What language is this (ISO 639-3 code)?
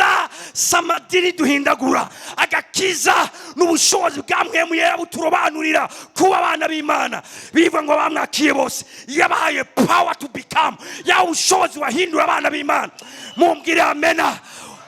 run